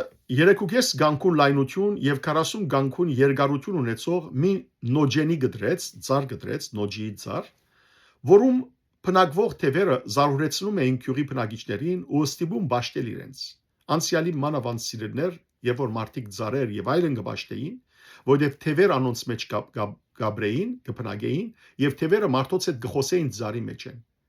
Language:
Western Armenian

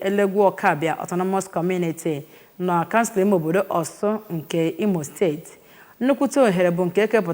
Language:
Igbo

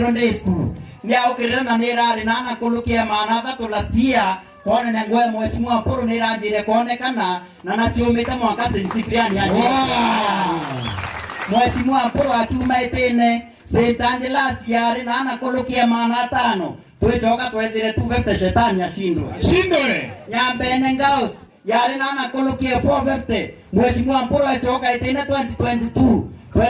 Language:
Meru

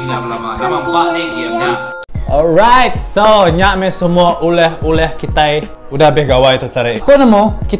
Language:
Iban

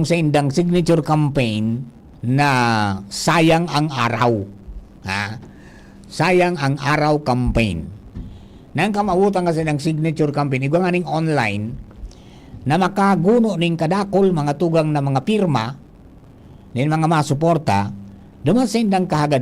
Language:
Bikol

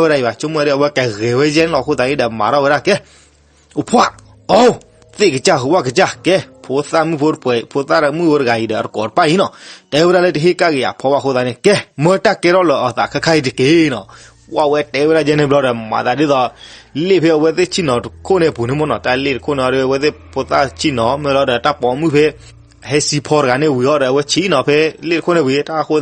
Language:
S'gaw Karen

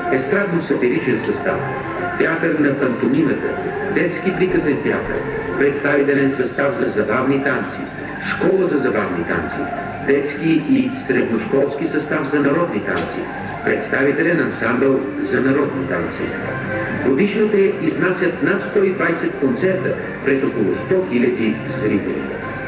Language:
Bulgarian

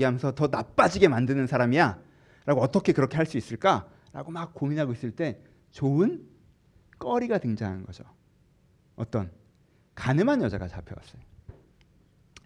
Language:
Korean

